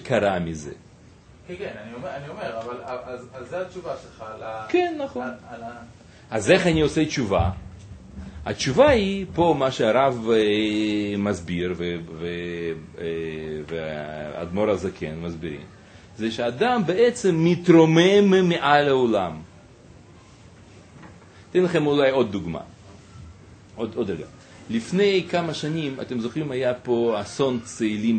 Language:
Hebrew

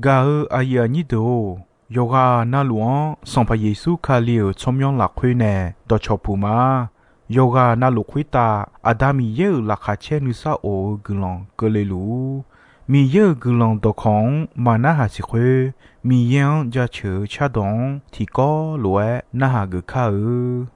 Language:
Akha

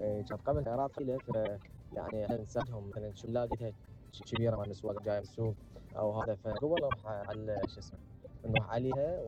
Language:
Mesopotamian Arabic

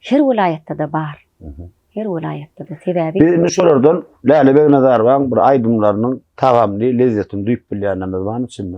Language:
Turkmen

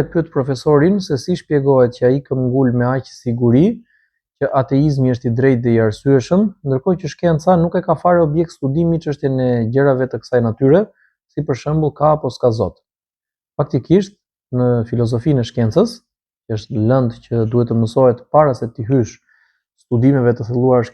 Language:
Albanian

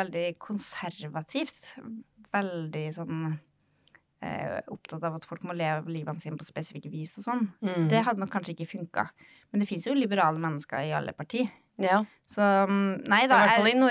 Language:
Norwegian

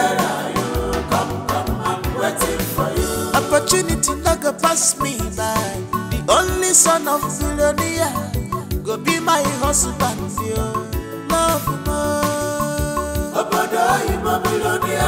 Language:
Nigerian Pidgin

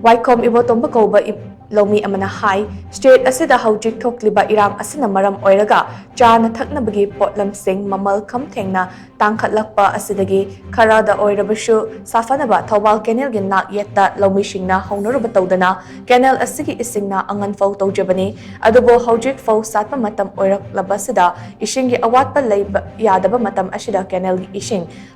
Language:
Manipuri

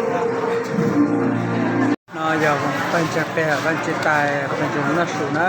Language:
Hmong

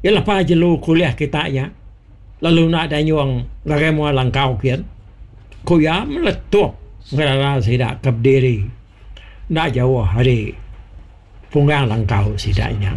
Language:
Iban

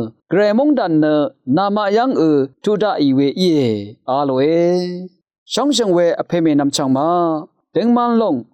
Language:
Rawang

